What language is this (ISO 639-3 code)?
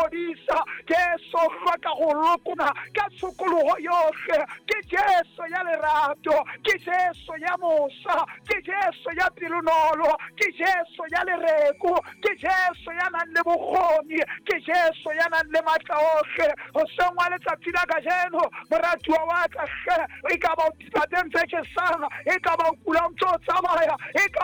sot